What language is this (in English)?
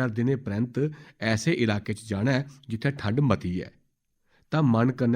Dogri